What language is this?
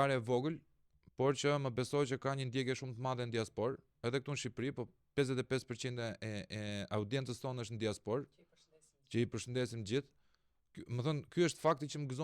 Albanian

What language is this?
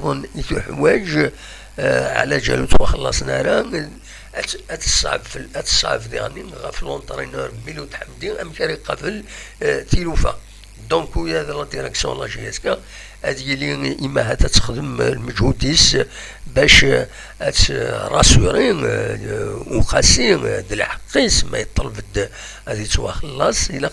Kabyle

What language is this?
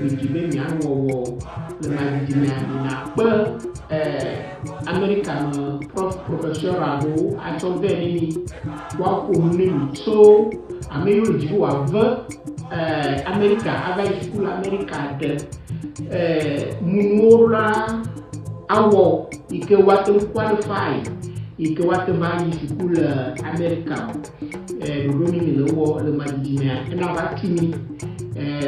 Ewe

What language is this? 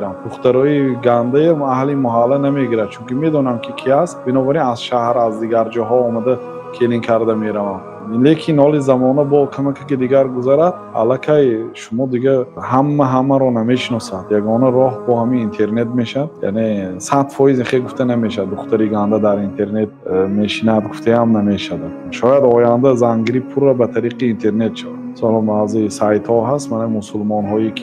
Tajik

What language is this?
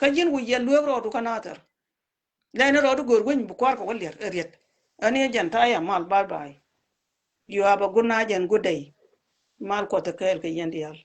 Nuer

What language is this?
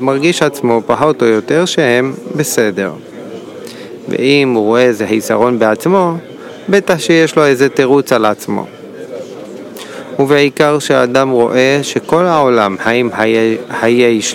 Hebrew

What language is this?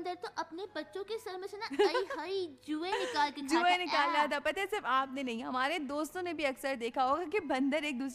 Hindi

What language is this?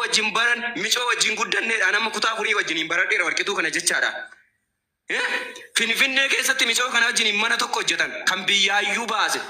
Oromo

